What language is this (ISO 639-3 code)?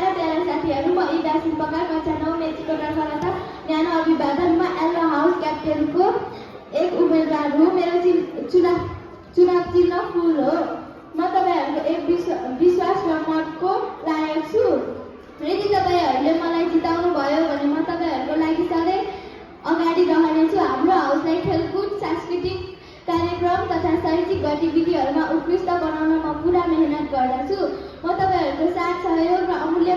nep